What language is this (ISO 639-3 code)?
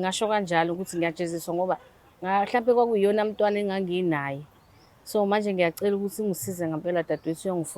zul